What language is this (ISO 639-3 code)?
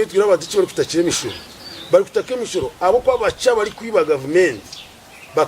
nyn